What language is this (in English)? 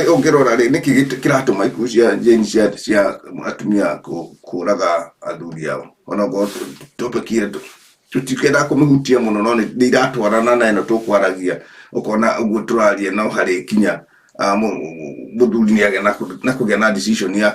Kikuyu